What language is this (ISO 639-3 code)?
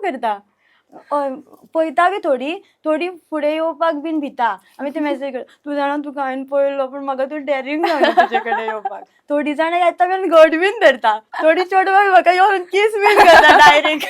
kok